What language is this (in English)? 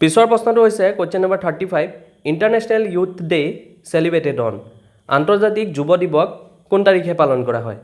Assamese